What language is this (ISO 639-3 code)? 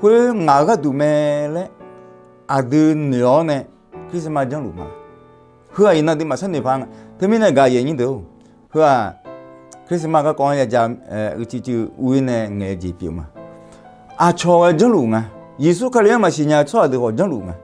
ahk